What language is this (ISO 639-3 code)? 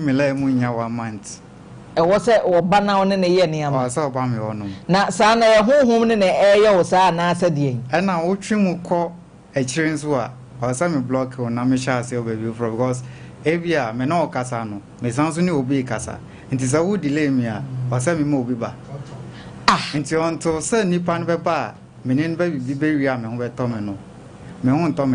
aka